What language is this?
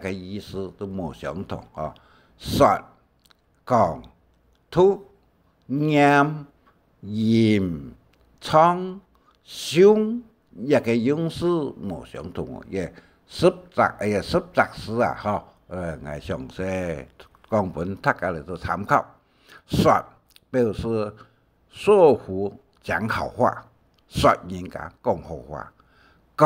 Hakka Chinese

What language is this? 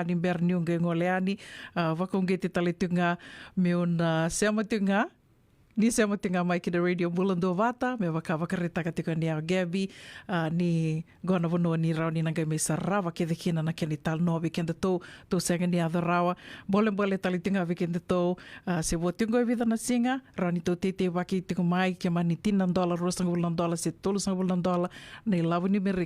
Fijian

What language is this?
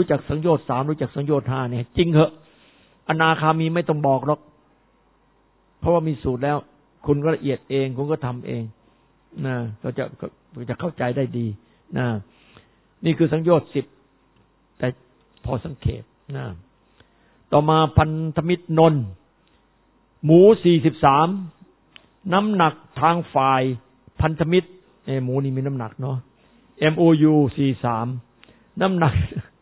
Thai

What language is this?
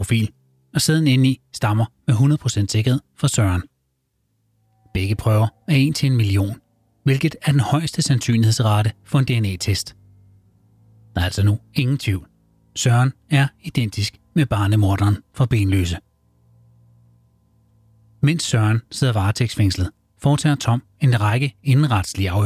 Danish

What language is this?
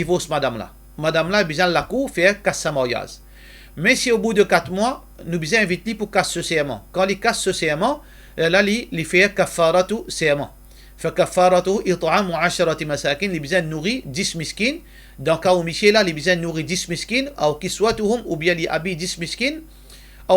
Morisyen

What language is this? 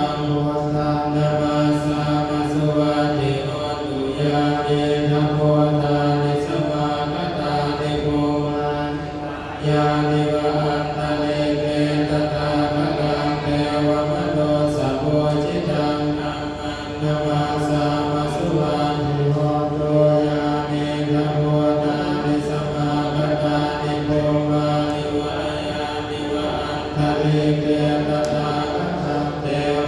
Pali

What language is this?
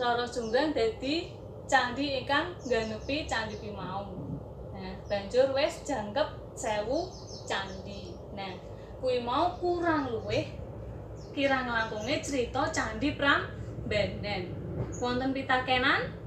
Javanese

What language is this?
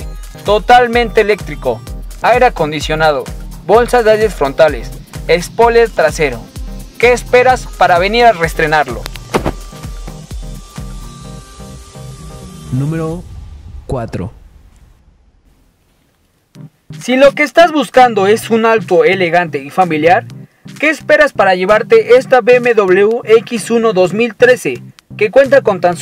Spanish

